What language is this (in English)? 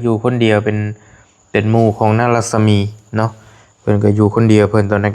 Lao